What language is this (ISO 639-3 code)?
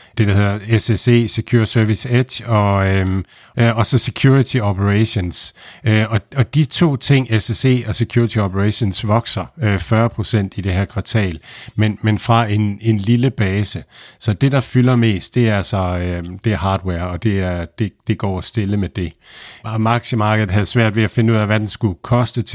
dan